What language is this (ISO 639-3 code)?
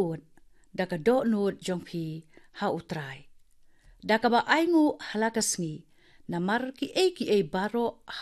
kha